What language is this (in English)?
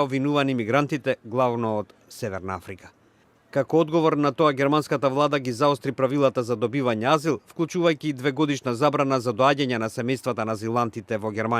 Macedonian